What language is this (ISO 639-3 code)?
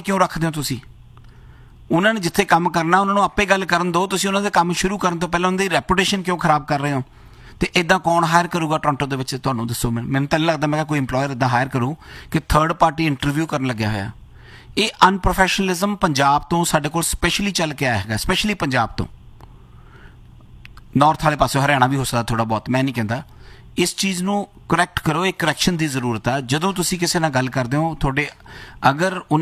pan